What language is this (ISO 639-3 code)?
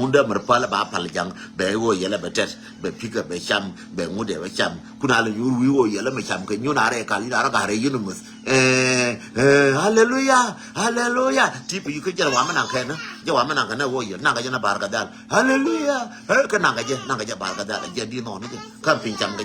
nus